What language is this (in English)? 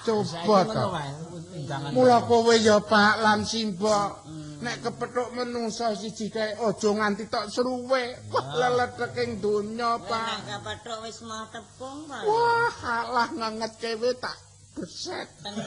Javanese